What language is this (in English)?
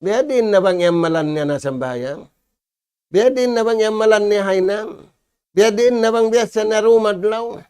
Tausug